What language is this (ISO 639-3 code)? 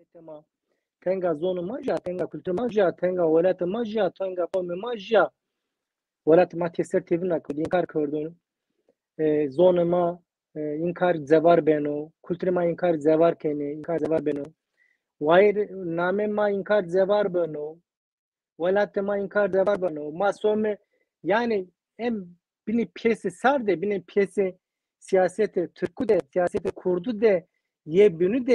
zza